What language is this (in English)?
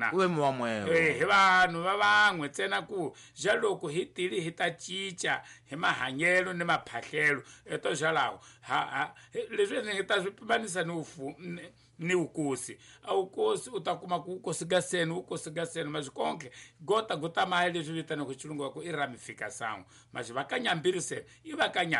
Tsonga